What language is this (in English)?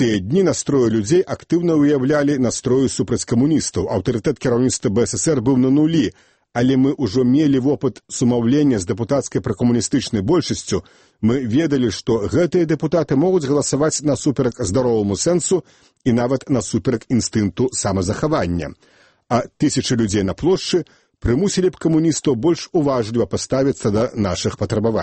Belarusian